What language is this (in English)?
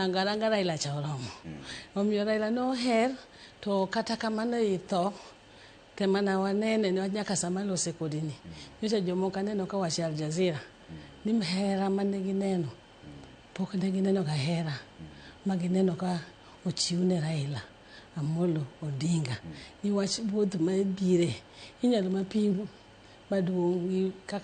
Luo (Kenya and Tanzania)